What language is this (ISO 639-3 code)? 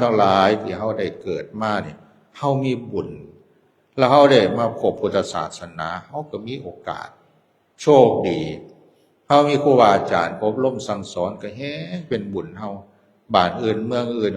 tts